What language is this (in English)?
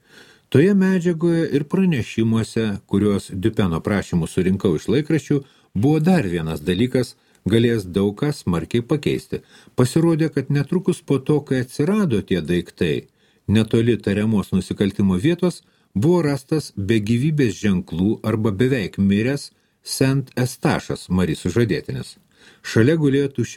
Lithuanian